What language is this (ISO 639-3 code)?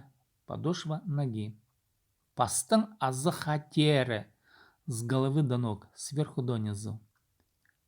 kjh